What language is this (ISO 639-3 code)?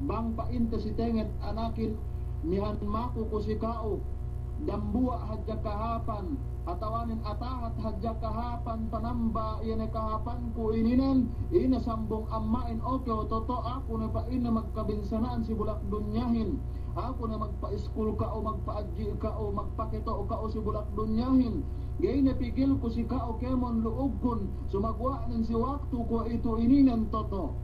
yka